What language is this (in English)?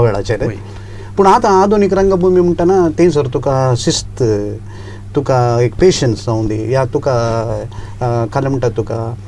Konkani